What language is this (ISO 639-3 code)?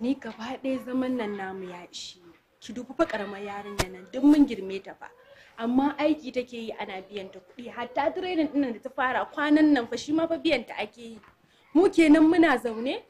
hau